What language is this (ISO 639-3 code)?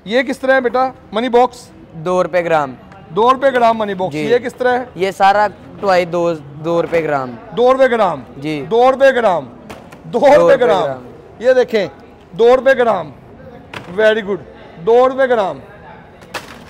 hin